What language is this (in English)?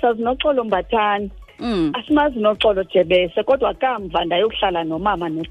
Xhosa